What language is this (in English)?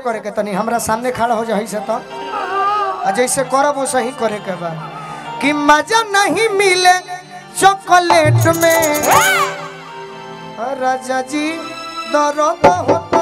Bhojpuri